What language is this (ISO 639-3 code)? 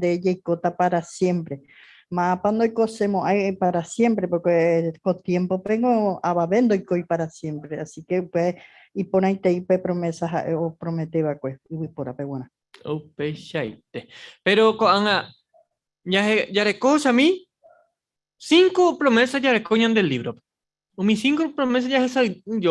grn